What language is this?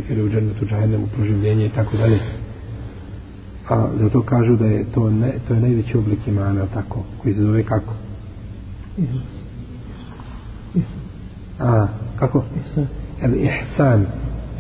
Bosnian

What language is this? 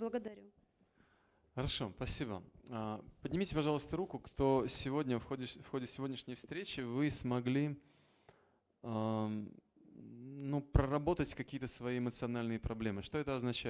Russian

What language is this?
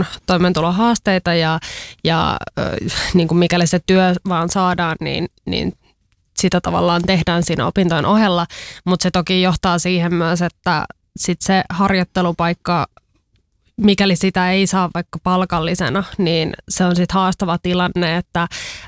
Finnish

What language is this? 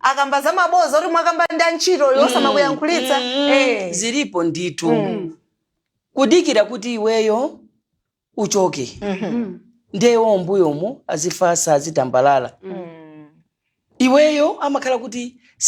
Nyanja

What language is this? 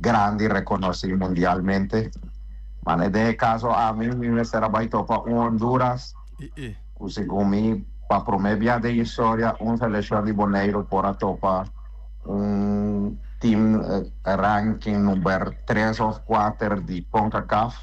Papiamento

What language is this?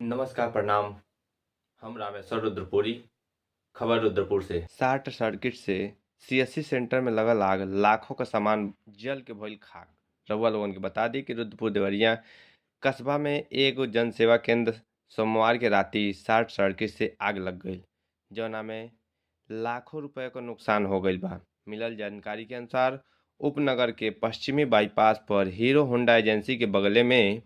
Bhojpuri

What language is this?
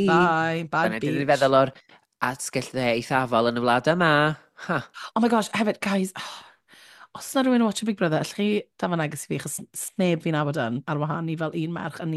Welsh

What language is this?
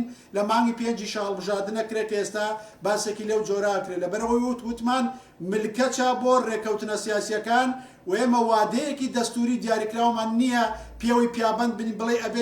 Central Kurdish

